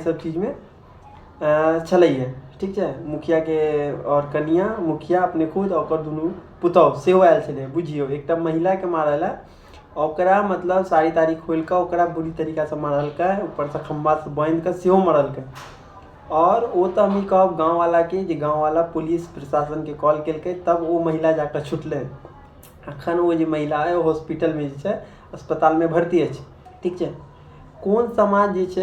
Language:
Maithili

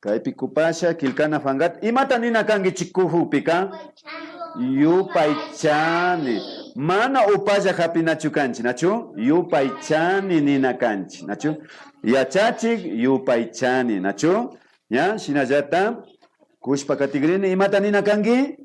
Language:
Imbabura Highland Quichua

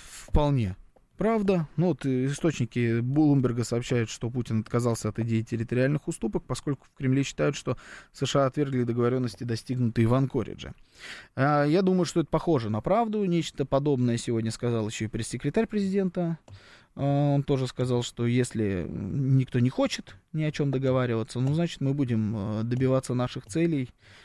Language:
Russian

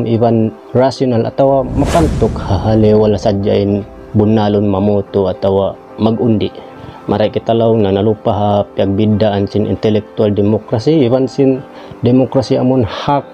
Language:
Tausug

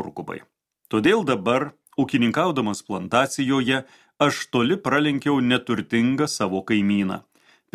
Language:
Lithuanian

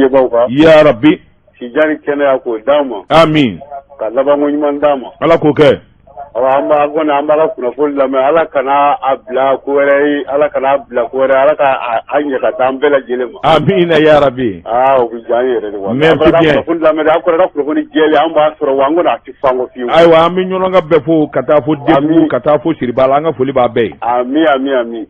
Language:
Bambara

